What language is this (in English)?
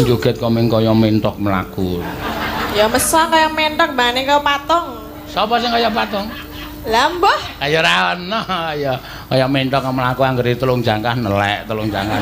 Javanese